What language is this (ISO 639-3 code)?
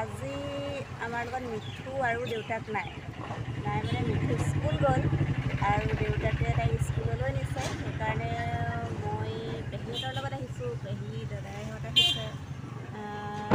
asm